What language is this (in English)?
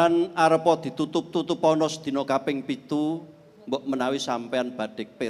Javanese